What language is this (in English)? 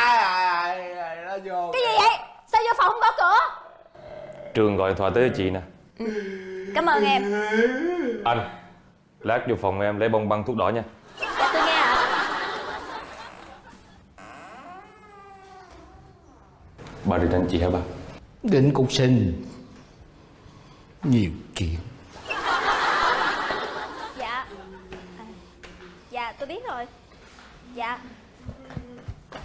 Vietnamese